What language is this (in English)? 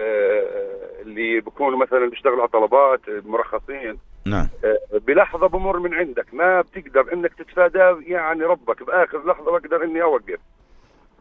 North Levantine Arabic